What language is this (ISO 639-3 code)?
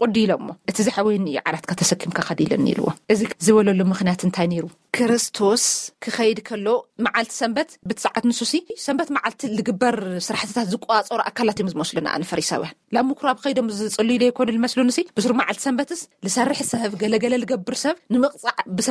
tir